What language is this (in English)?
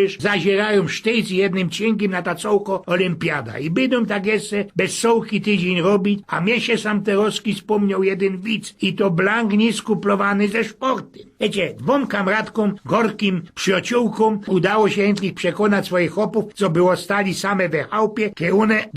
Silesian